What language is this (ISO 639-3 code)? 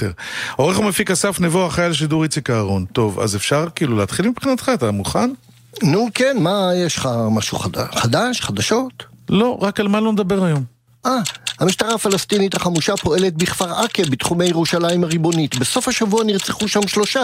heb